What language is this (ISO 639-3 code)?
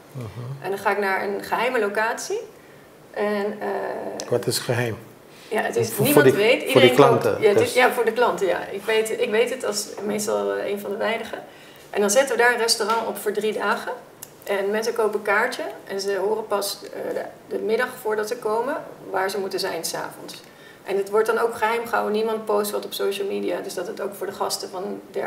nld